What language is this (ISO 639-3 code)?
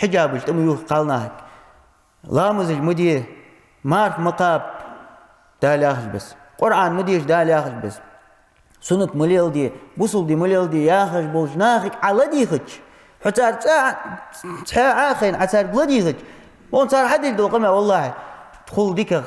inh